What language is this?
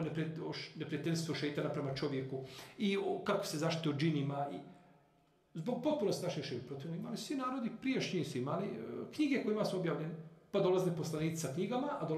Bosnian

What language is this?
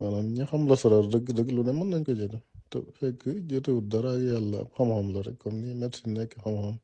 Wolof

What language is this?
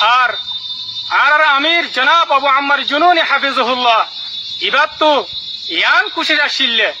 Rohingya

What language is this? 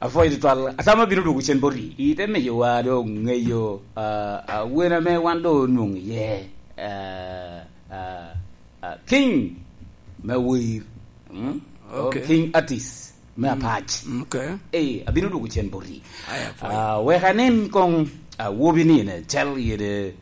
Lango (Uganda)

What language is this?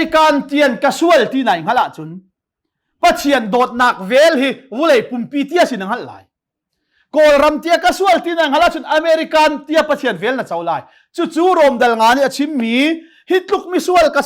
Hakha Chin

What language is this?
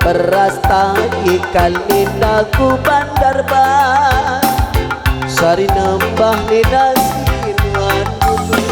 Batak Karo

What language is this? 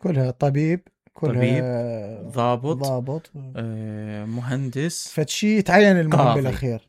Mesopotamian Arabic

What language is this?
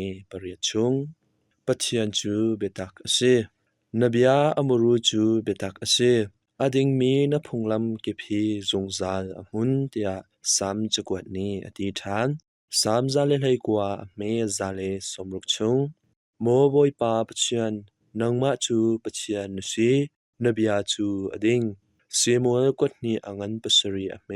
Hakha Chin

